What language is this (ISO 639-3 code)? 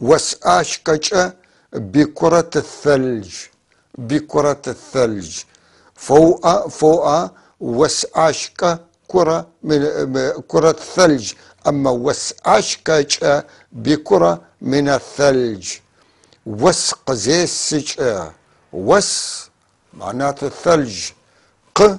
apc